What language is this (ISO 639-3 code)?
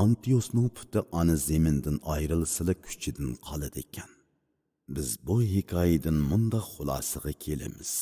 uig